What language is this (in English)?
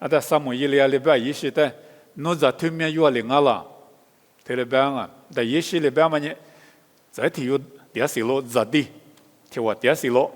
Lisu